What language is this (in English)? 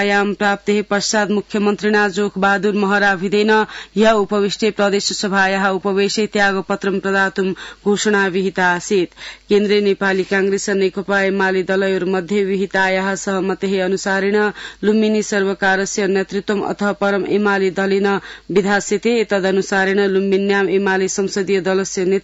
Sanskrit